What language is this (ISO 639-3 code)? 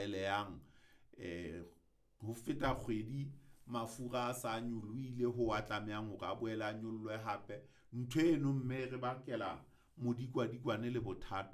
sot